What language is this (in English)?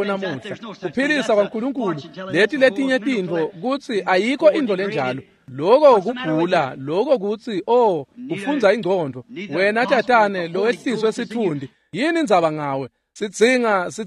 Swati